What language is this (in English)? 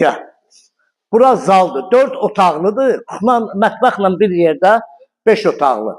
Azerbaijani